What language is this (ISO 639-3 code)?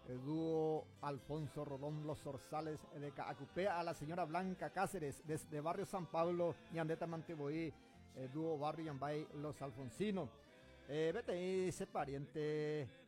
grn